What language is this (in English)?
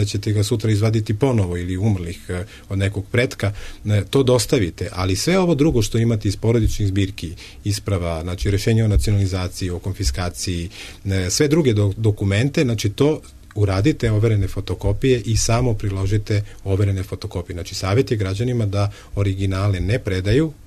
Serbian